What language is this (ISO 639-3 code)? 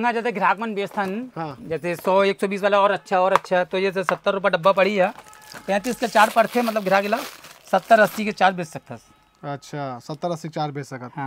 hne